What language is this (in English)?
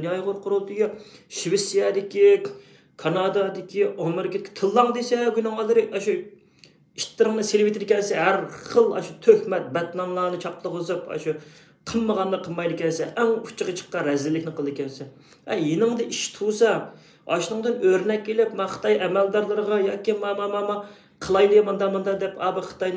Uyghur